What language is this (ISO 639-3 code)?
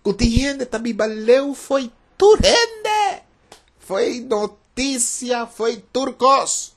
pap